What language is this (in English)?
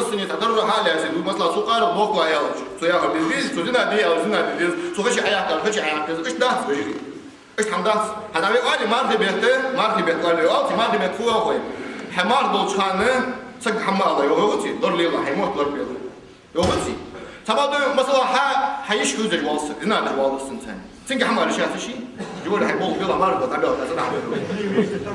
Ingush